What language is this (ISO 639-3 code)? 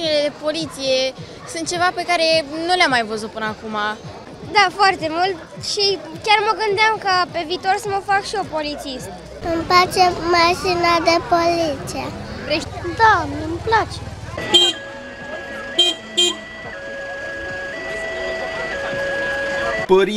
ron